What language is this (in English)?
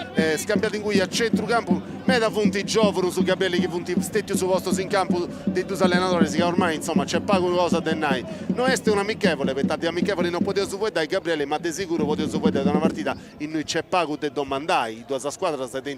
Sardinian